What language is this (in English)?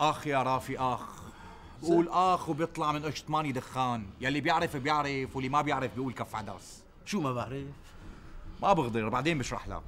North Levantine Arabic